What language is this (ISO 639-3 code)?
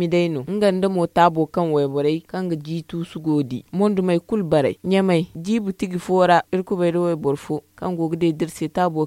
dje